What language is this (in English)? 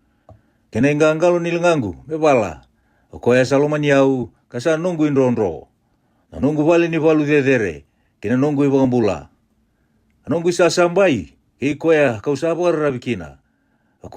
Fijian